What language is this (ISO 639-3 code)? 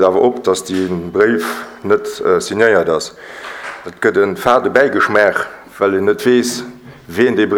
ltz